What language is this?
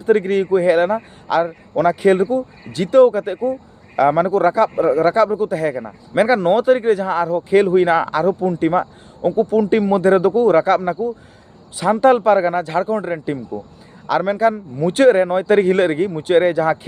Santali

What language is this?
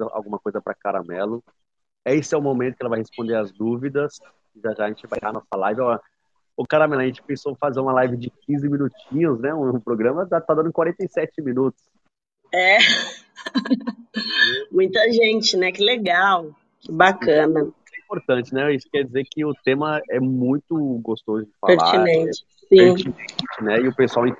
Portuguese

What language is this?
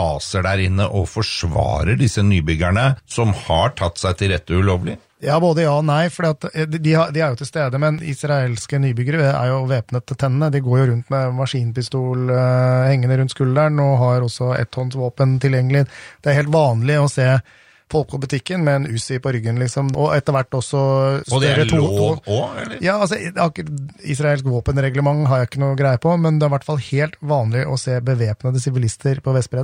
Norwegian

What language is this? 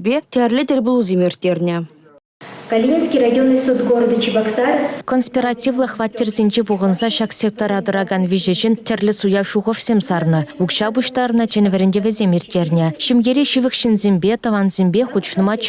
Chuvash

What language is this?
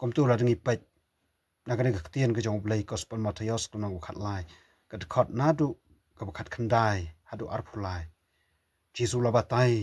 Khasi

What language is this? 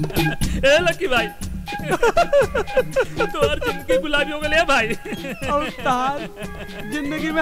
Bhojpuri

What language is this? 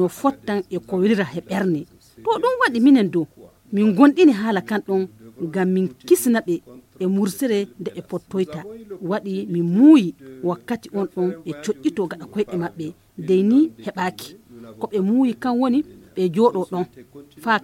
Fula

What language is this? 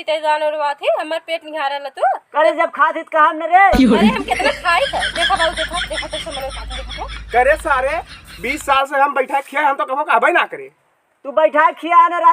Awadhi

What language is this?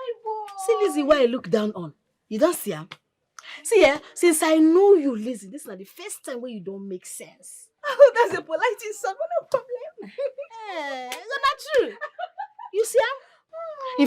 Nigerian Pidgin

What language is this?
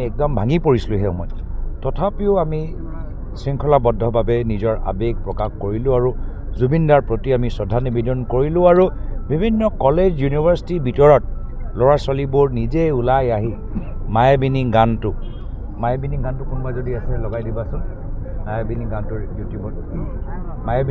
Assamese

